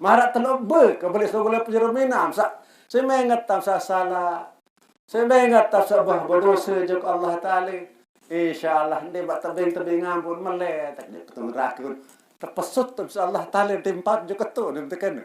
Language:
Sasak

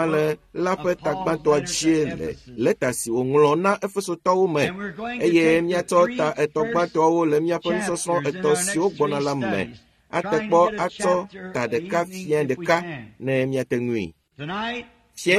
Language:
Ewe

